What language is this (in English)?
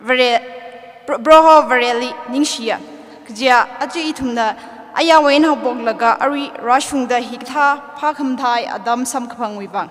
Tangkhul Naga (India)